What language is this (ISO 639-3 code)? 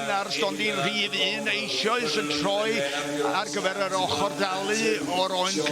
cym